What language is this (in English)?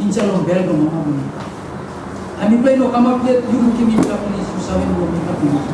Tok Pisin